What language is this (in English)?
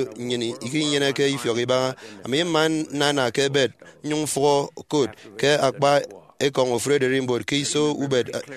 Efik